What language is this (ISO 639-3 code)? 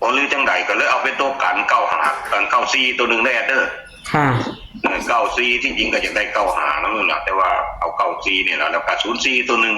tts